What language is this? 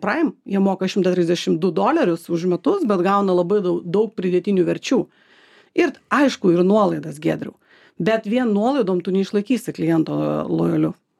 Lithuanian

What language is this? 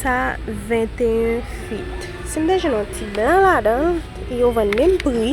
Haitian Creole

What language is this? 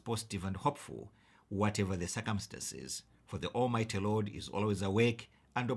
English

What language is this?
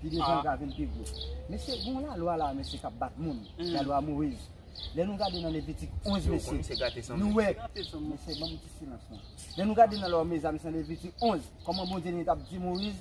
Haitian Creole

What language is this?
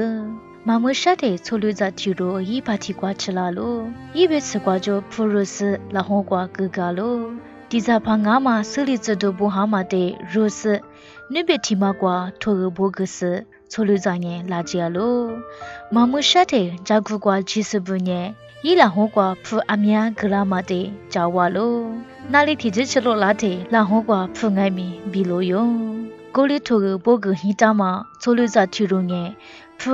Lisu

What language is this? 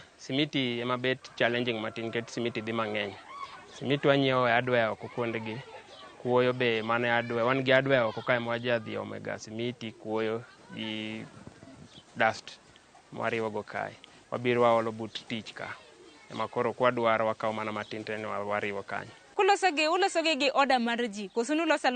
Luo (Kenya and Tanzania)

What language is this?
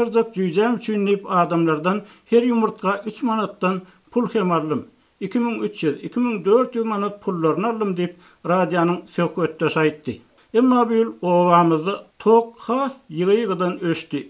Turkmen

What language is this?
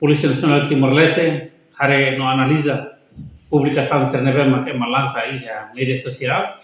Tetum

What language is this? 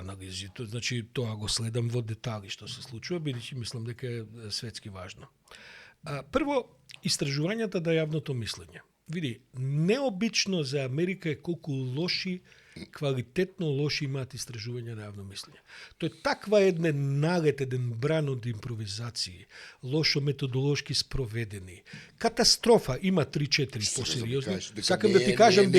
Macedonian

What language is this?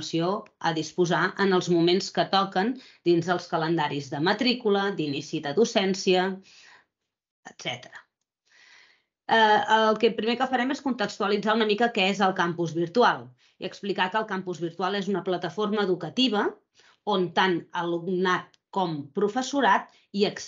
Catalan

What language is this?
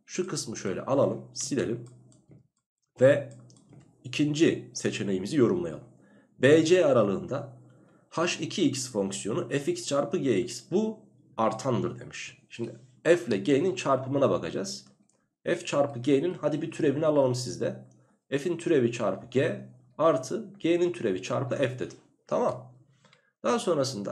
Turkish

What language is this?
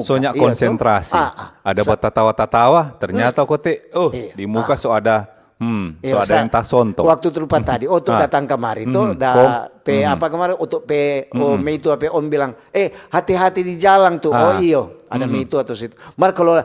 Manado Malay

